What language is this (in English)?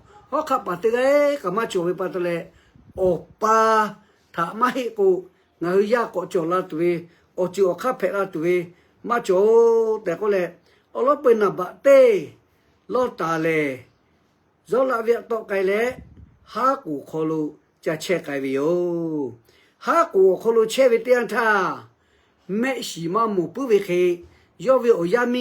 Lahu